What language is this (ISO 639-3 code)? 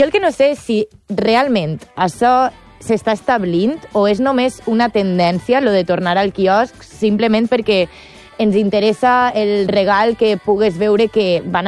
cat